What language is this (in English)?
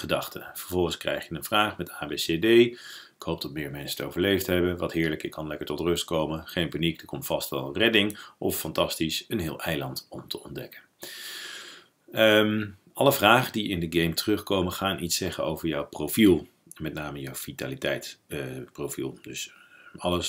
Dutch